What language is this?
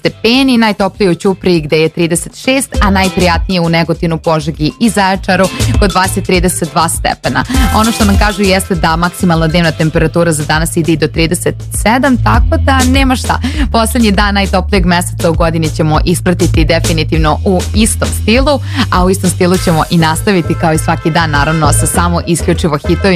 Serbian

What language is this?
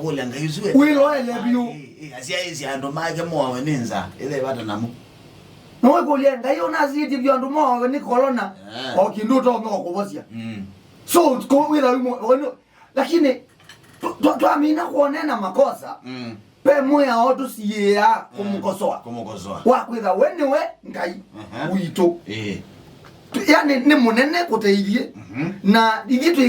Kamba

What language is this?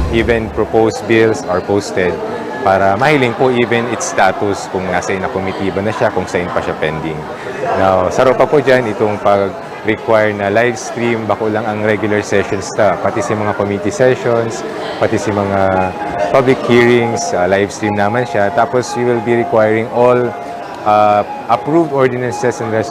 Bikol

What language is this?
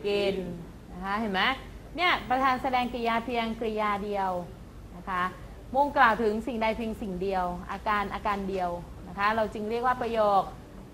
Thai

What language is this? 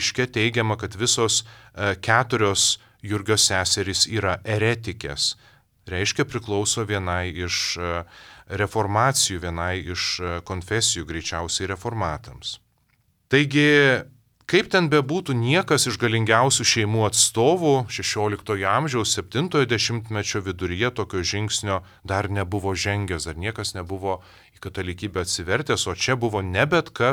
Lithuanian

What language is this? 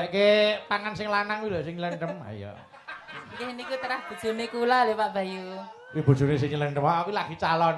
Javanese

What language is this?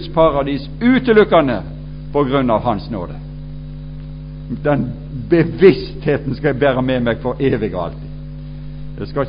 Norwegian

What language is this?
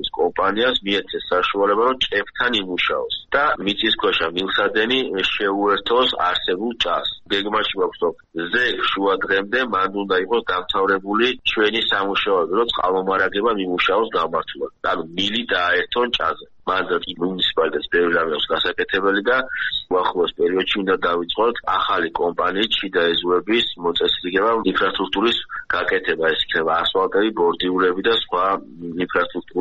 Georgian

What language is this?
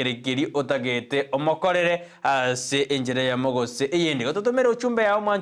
Gusii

